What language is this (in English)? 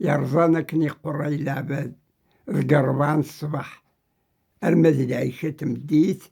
Kabyle